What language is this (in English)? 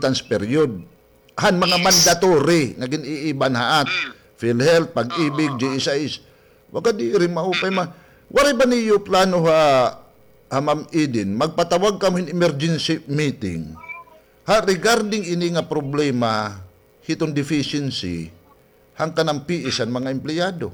Waray